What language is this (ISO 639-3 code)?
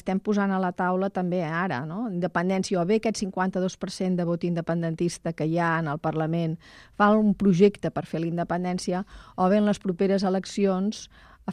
cat